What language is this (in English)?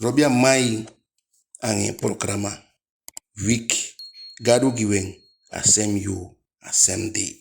Eastern Maroon Creole